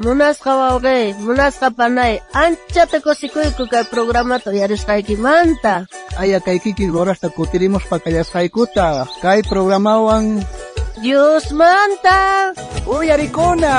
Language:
South Bolivian Quechua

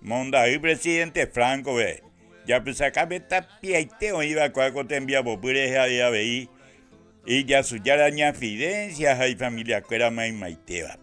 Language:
Guarani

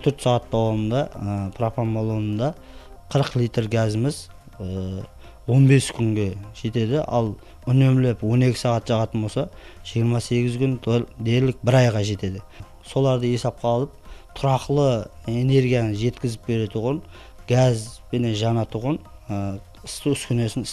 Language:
Kara-Kalpak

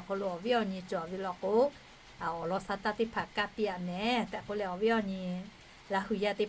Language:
Lahu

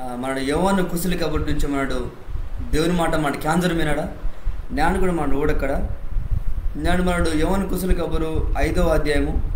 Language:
Koya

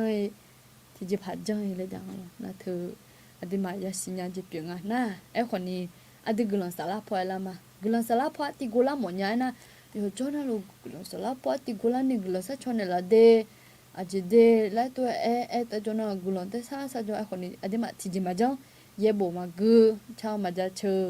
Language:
Akha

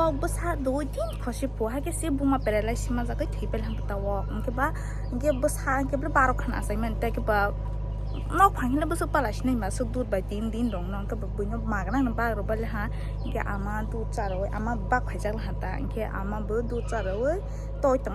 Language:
Kok Borok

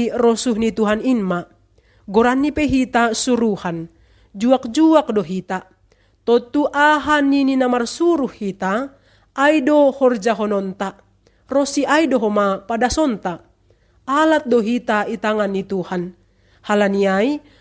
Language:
Batak Simalungun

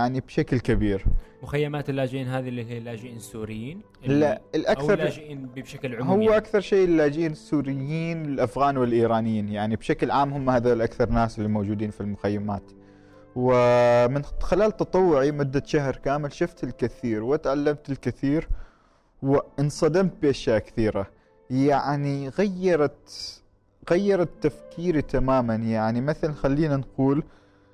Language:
Gulf Arabic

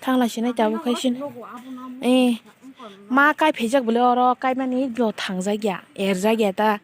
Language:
Kok Borok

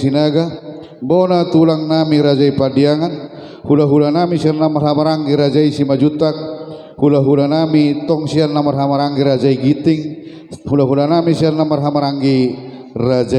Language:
Batak Toba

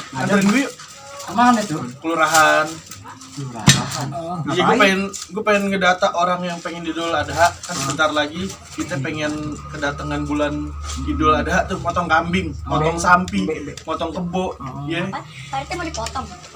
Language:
Betawi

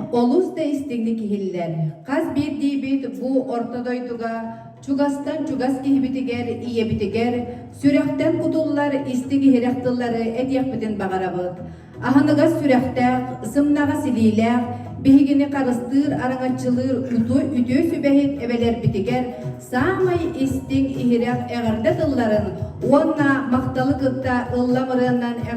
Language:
Yakut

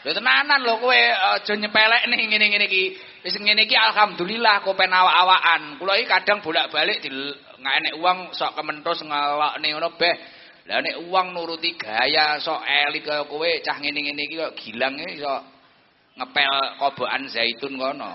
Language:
Javanese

